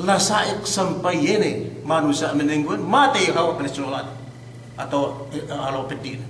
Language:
Yakan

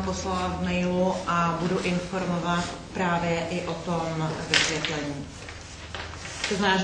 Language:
Czech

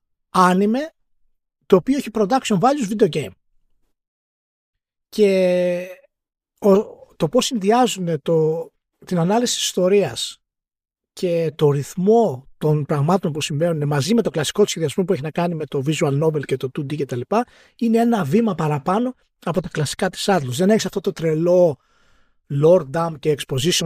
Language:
Greek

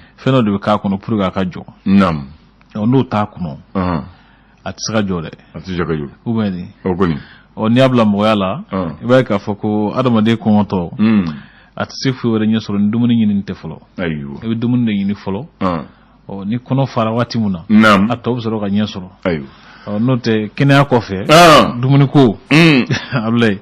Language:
Bambara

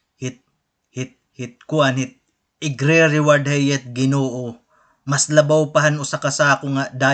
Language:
Waray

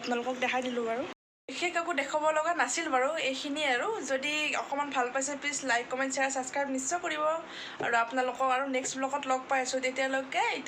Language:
Assamese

